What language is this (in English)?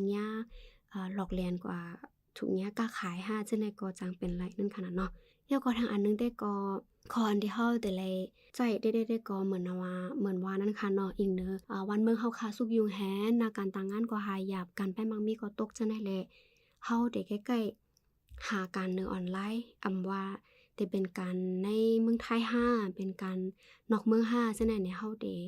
Shan